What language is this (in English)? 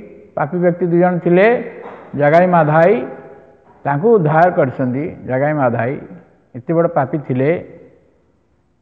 Odia